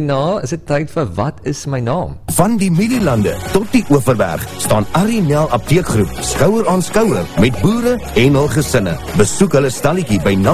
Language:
Afrikaans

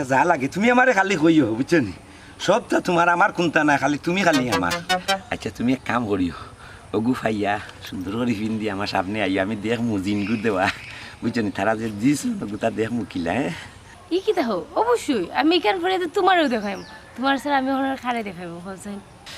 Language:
Sylheti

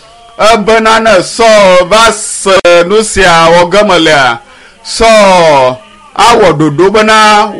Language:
Ewe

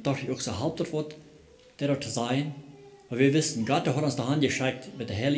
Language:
Plautdietsch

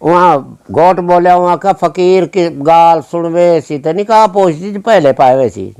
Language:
Saraiki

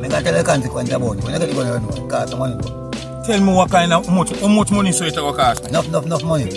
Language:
Jamaican Creole English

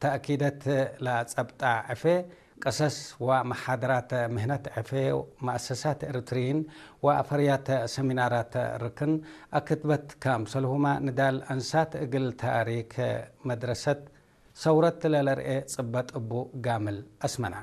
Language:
Tigre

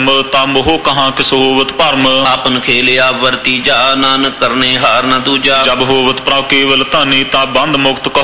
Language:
Punjabi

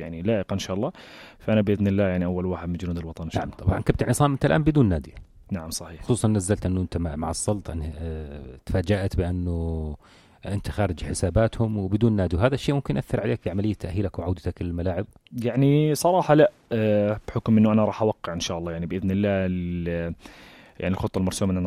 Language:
North Levantine Arabic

